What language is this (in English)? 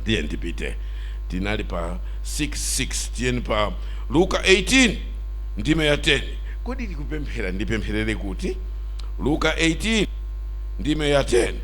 Nyanja